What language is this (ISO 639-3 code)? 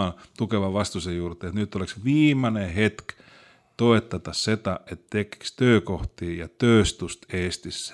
est